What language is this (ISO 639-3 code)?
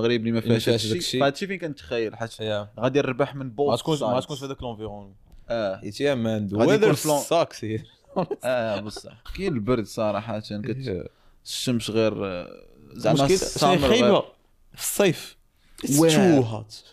ary